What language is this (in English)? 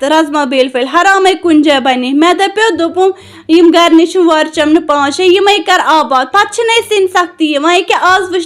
Kashmiri